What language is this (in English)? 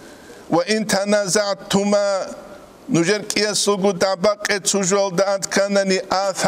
Avaric